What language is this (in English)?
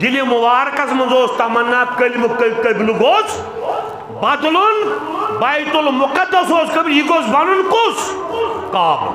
Kashmiri